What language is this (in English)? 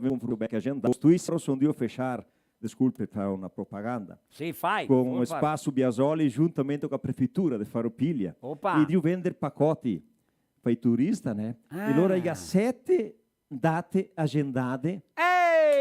Venetian